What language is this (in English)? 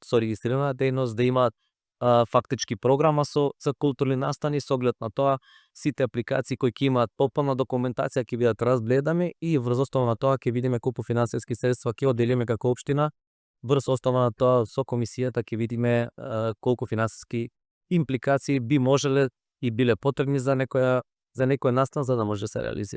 Macedonian